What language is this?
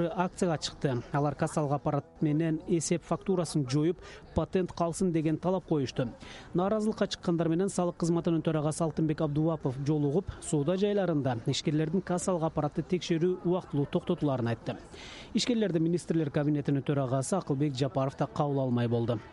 Kyrgyz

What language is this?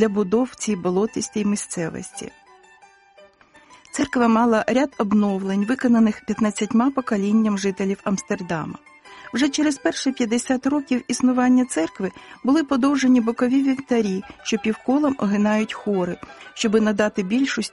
Ukrainian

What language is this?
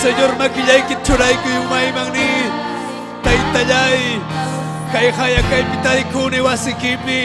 Ayacucho Quechua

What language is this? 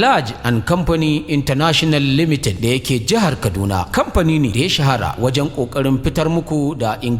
Hausa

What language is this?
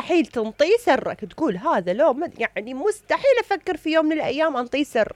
Mesopotamian Arabic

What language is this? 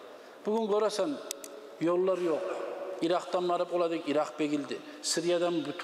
Kumyk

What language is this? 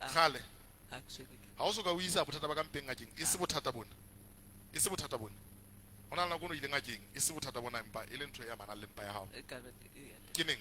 Southern Sotho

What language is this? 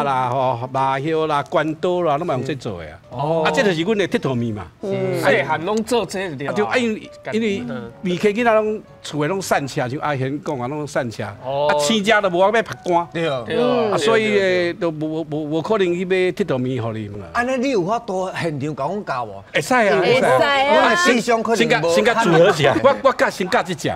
Min Nan Chinese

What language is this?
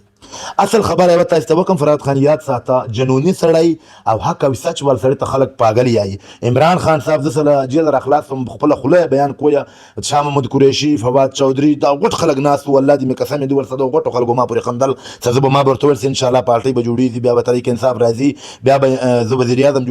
Pashto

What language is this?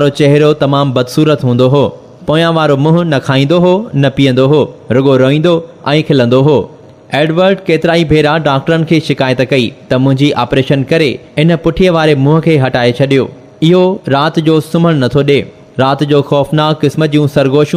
Sindhi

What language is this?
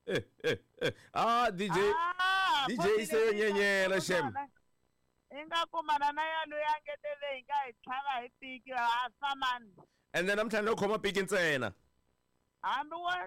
Tsonga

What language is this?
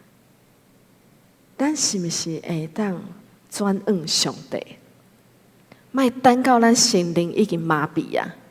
Min Nan Chinese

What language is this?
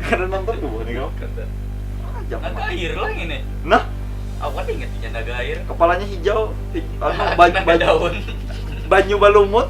Banjar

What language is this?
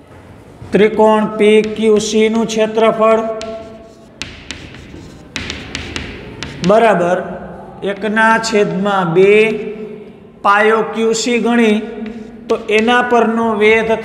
Gujarati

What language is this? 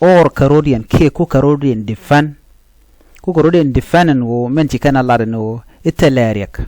Nuer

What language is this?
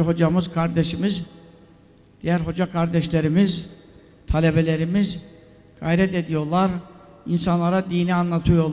Turkish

